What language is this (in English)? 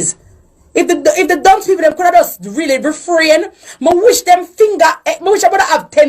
Jamaican Creole English